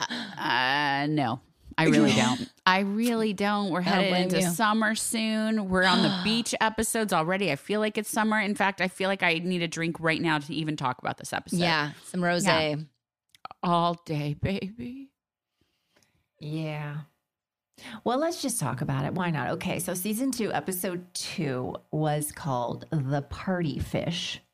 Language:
English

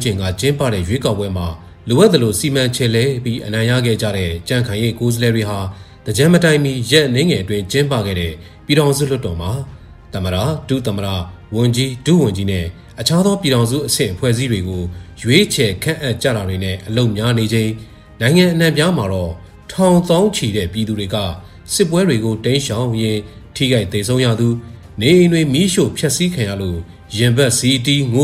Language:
Burmese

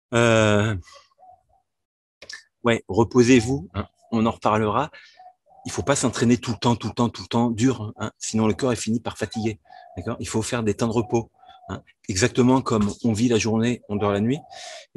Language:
French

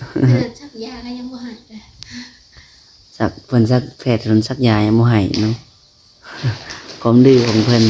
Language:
Lao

